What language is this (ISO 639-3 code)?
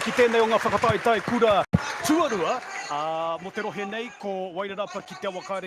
mri